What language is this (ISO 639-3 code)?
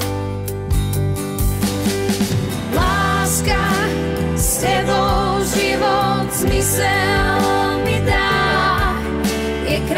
slk